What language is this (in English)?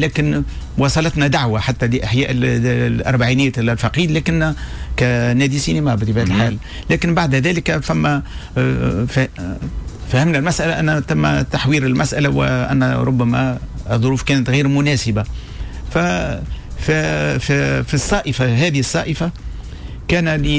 Tunisian Arabic